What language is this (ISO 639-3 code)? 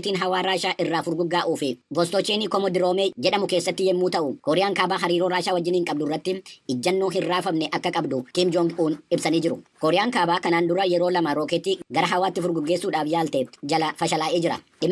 orm